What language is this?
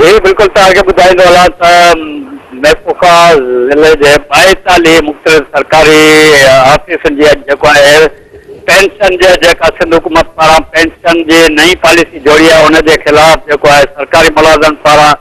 Sindhi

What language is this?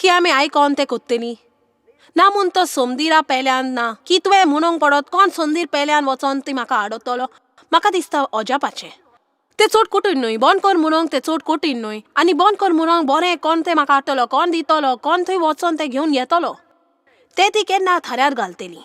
Konkani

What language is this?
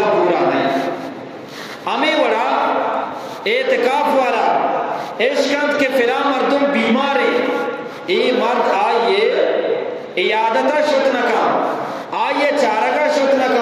Eastern Balochi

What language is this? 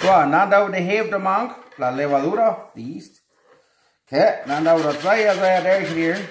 Plautdietsch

